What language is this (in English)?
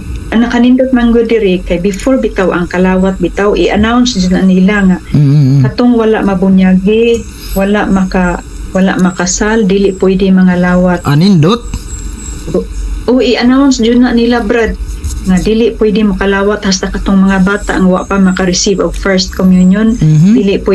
Cebuano